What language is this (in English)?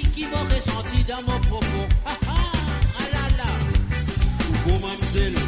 Morisyen